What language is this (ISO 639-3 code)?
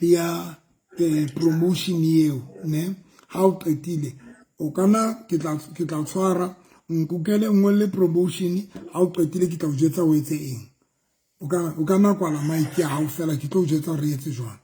sot